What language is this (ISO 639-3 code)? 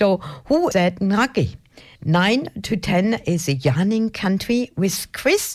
eng